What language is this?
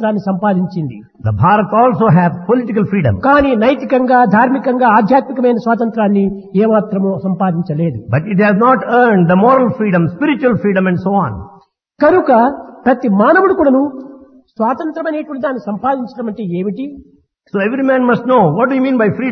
Telugu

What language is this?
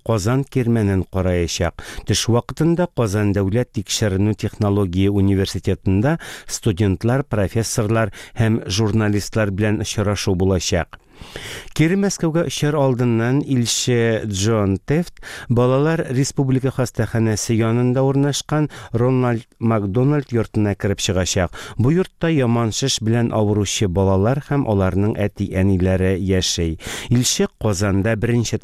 Tatar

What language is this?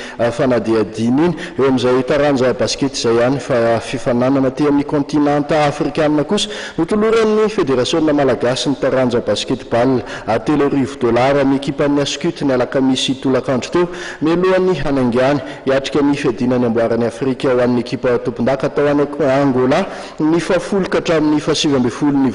Malagasy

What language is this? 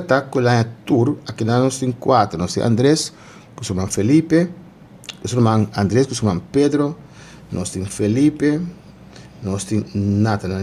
Papiamento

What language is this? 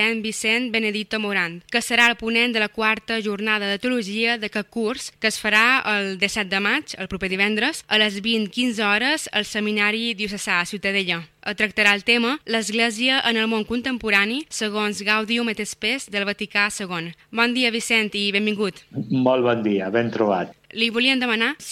Catalan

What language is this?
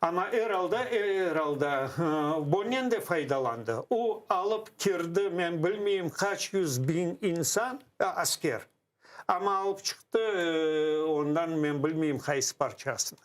Crimean Tatar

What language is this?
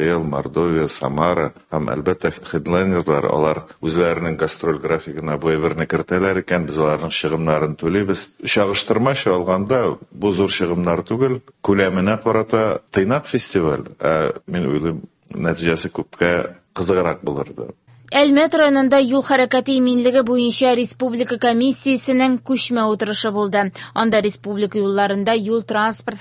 Tatar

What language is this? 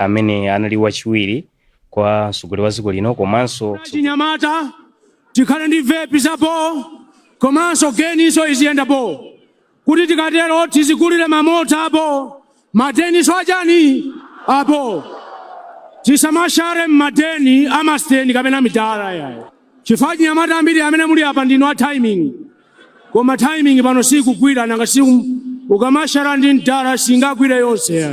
Nyanja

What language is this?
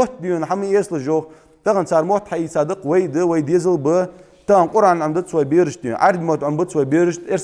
Ingush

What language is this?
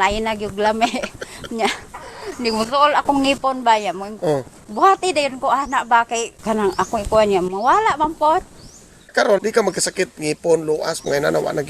Cebuano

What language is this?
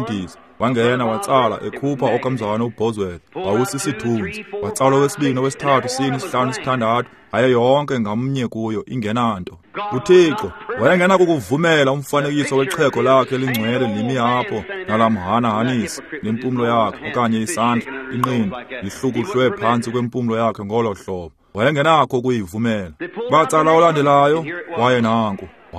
Xhosa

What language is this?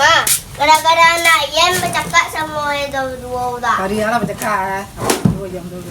Minangkabau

